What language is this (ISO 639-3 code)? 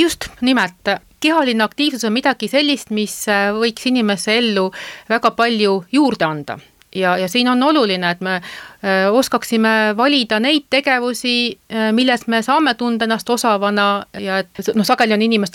est